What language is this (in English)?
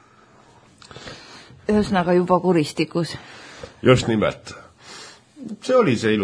Estonian